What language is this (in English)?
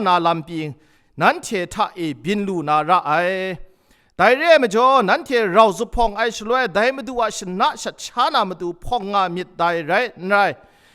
Kachin